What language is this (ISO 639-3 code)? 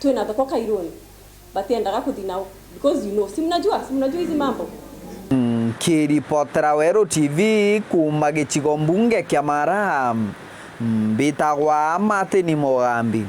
mer